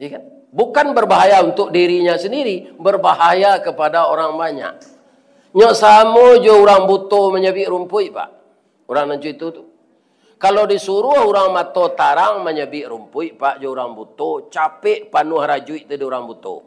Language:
Minangkabau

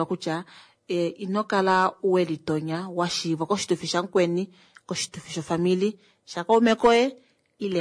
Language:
Kuanyama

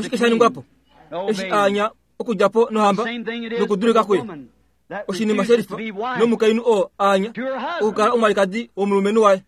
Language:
Kuanyama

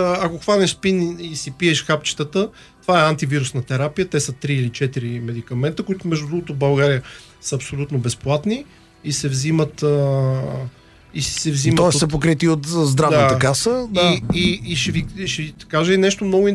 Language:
Bulgarian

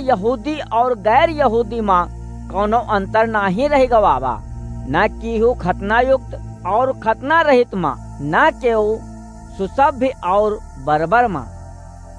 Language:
Awadhi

